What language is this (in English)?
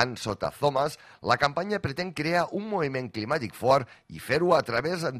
Catalan